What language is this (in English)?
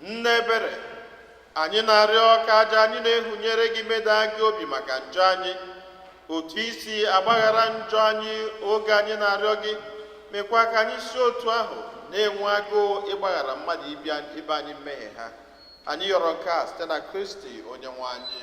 Igbo